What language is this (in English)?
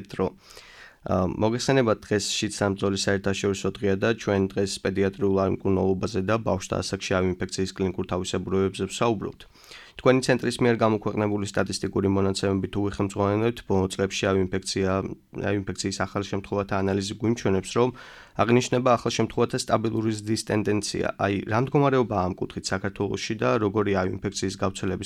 Georgian